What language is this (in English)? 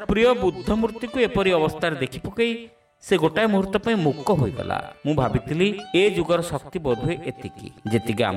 Odia